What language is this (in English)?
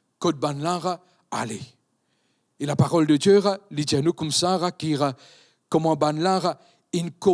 Morisyen